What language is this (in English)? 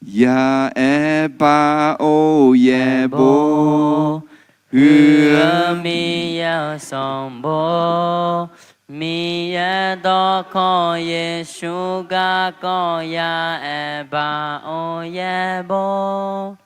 Akha